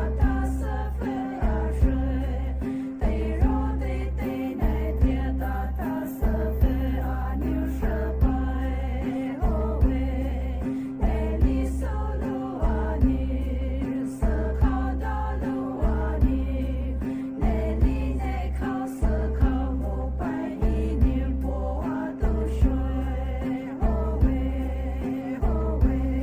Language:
Poumei Naga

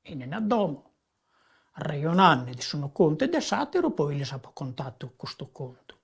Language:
Sardinian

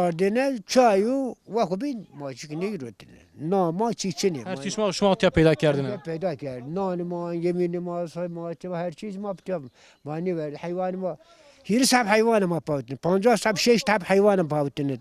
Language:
Zaza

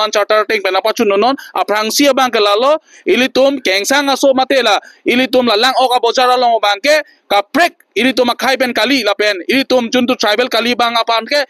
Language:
Karbi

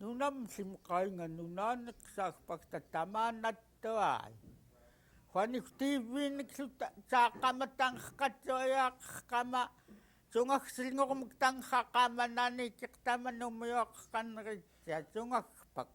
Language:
Central Yupik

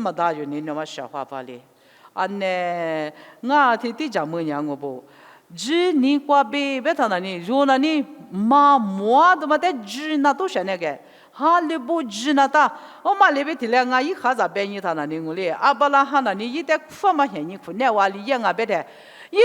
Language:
Lisu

